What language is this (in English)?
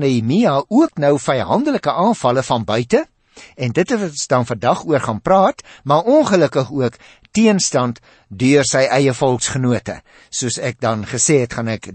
Afrikaans